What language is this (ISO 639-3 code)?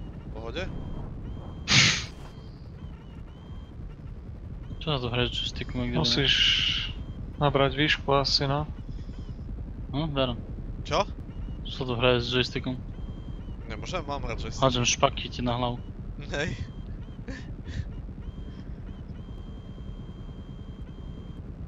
slk